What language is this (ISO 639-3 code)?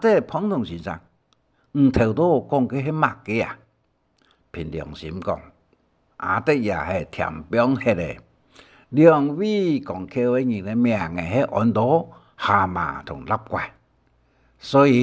hak